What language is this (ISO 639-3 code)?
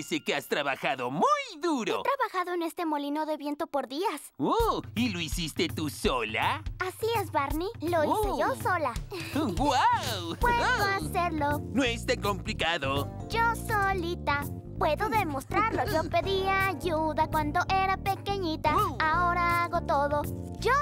spa